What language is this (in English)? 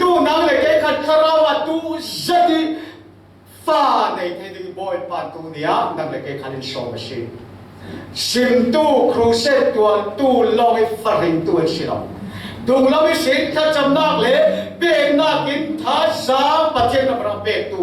Falam Chin